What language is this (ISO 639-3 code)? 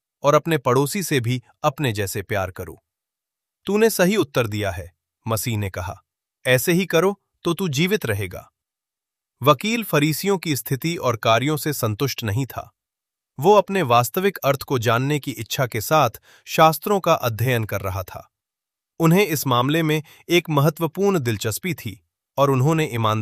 hin